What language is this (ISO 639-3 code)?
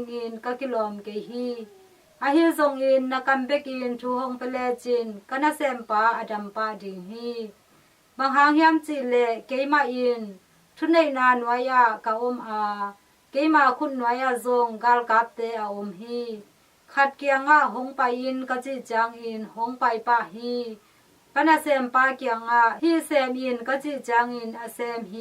ctd